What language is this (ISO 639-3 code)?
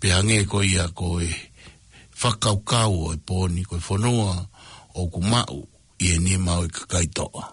ton